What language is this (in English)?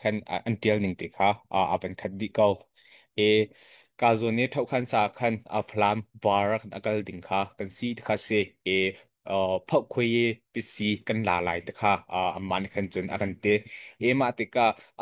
Hakha Chin